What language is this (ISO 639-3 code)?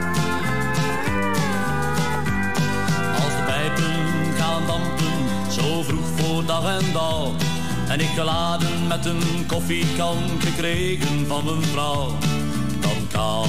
nld